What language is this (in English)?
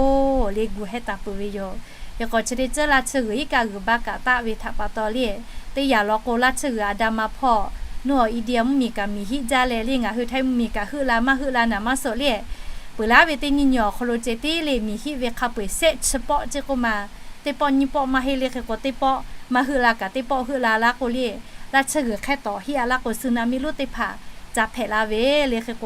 Lahu